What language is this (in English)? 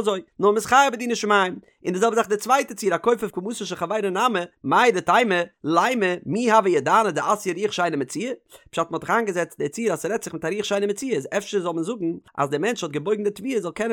Yiddish